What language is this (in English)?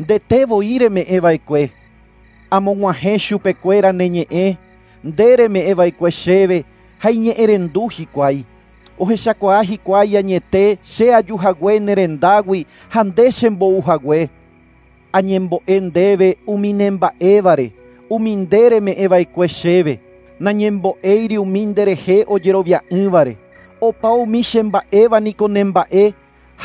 Guarani